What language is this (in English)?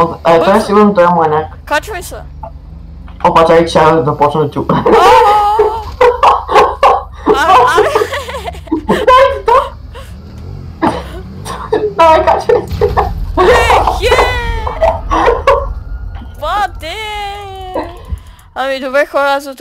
Bulgarian